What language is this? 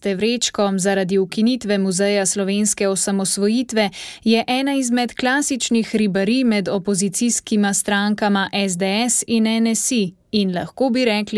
Slovenian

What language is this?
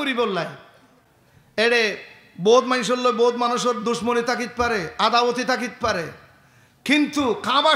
Rohingya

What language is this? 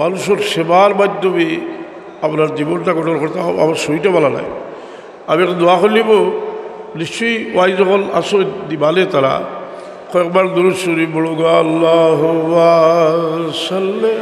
Sylheti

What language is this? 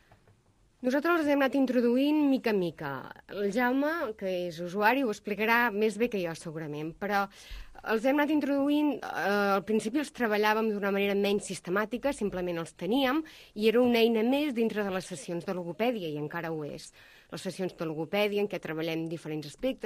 Catalan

